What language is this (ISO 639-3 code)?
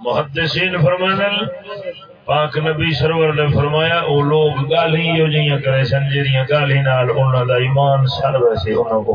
skr